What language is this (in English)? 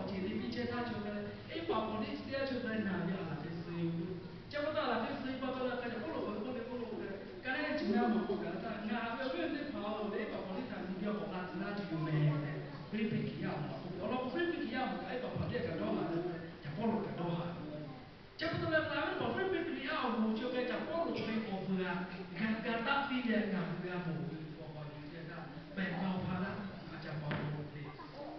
Lahu